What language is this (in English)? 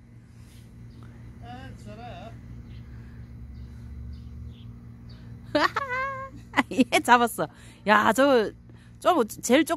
Korean